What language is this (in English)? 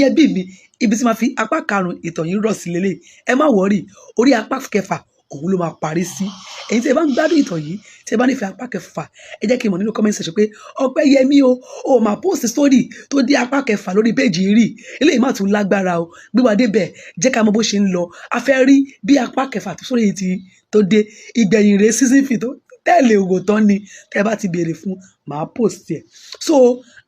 Yoruba